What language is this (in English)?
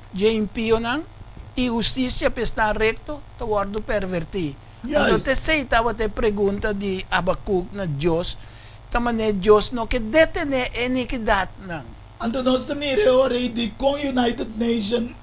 Papiamento